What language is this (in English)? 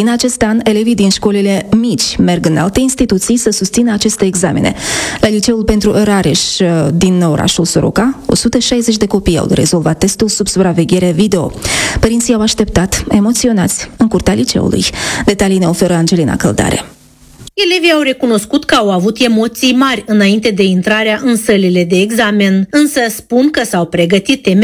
Romanian